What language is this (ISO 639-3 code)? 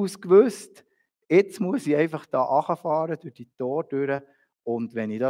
gsw